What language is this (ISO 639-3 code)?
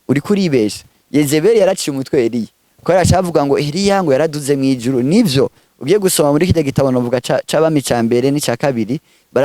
run